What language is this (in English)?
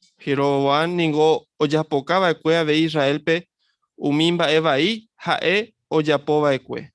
Guarani